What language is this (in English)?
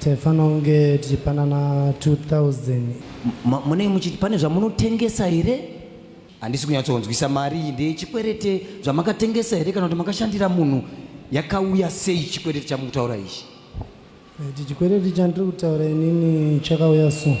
Shona